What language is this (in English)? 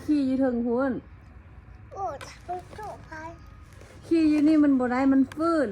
Lao